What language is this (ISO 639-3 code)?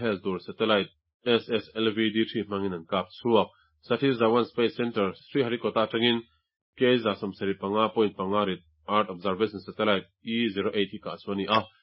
lus